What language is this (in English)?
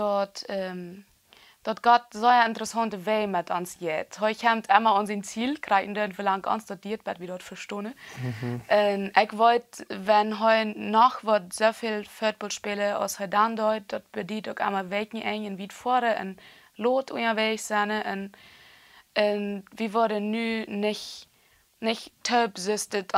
Plautdietsch